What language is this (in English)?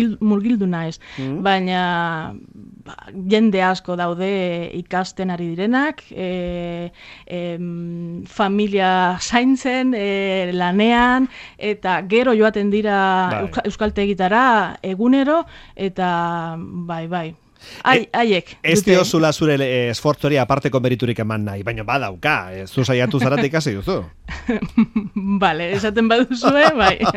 Basque